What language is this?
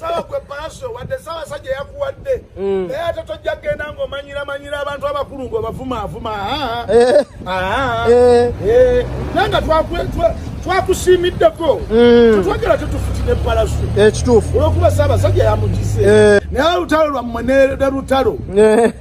Ganda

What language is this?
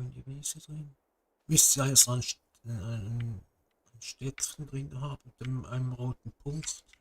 Swiss German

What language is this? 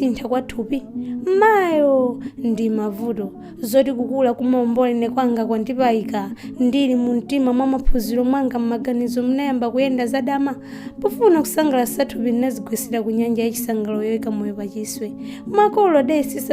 Nyanja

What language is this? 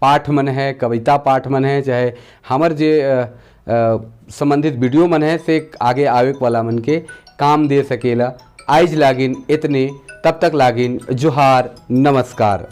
Sadri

